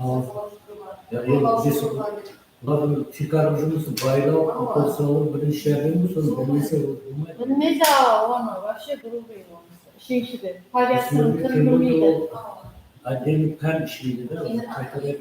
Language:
Kara-Kalpak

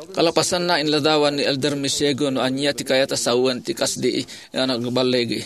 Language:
Iloko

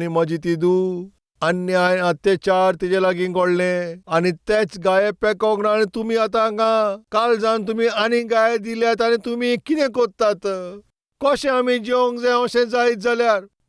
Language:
Konkani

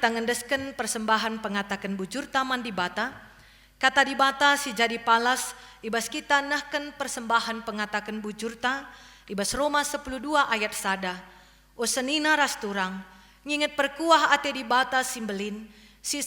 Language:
Batak Karo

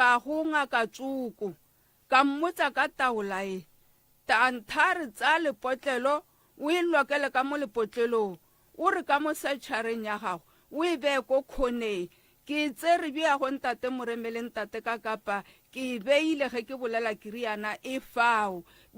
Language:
Northern Sotho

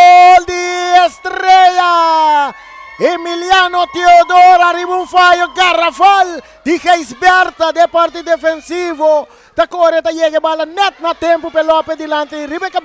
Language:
Papiamento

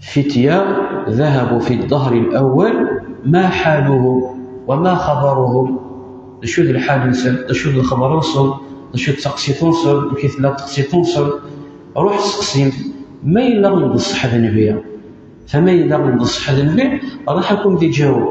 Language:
Kabyle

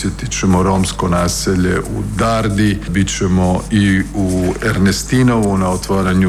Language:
Croatian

